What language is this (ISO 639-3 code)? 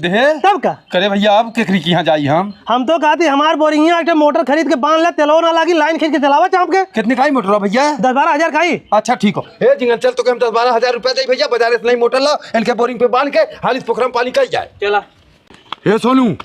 bho